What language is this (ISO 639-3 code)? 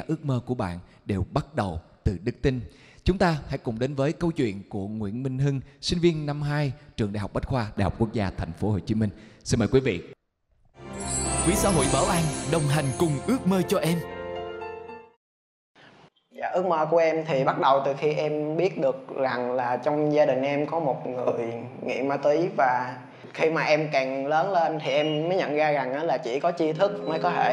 vie